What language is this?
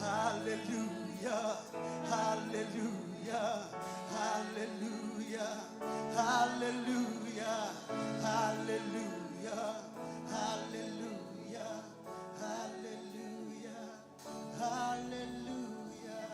Marshallese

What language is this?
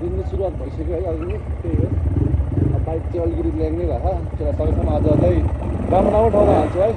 Nepali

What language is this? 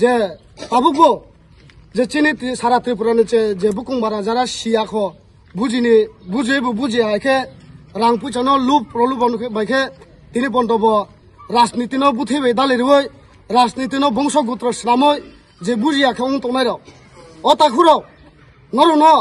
Kok Borok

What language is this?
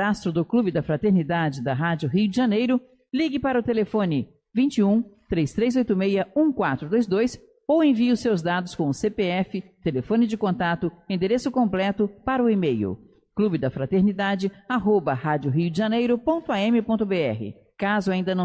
Portuguese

